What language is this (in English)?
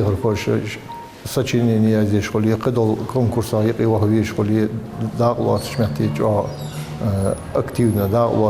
Ingush